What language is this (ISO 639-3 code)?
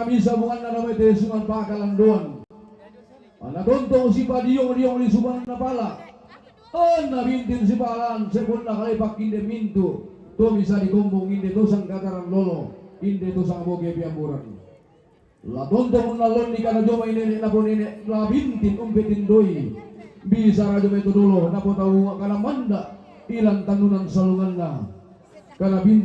sda